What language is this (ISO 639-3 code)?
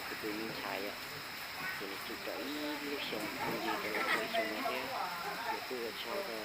hmn